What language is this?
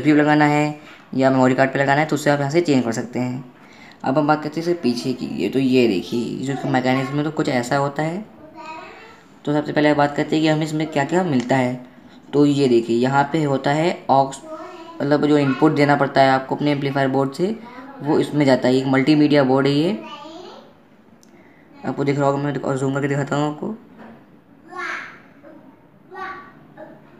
Hindi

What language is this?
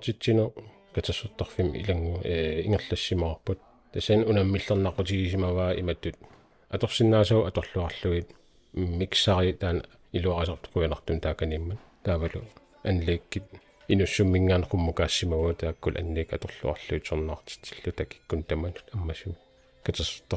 Kalaallisut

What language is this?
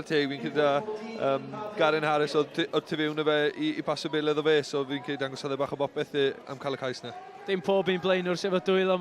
Welsh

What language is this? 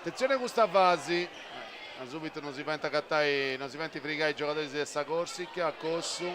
Sardinian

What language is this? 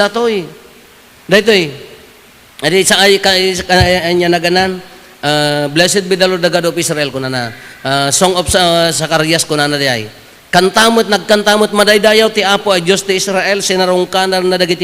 Iloko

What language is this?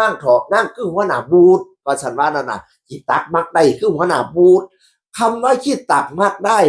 Northeastern Thai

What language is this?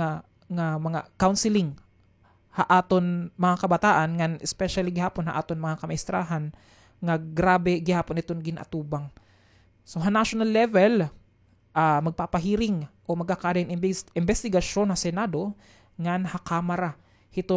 Waray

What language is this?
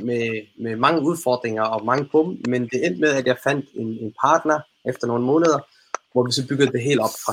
Danish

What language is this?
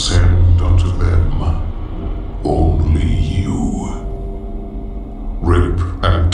English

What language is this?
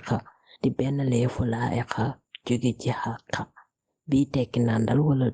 Wolof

